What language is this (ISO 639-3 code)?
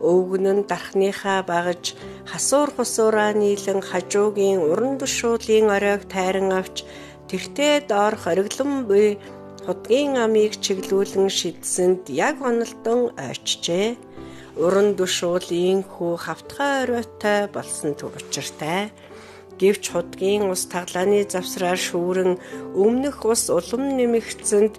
mon